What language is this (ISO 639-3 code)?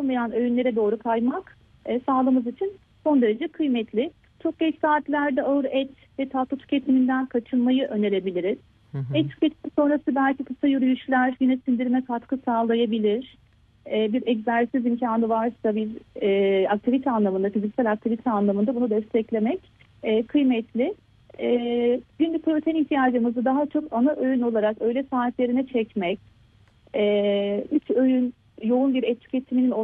tur